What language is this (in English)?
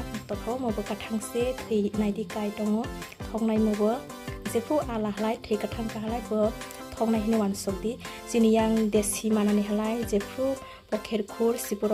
Kok Borok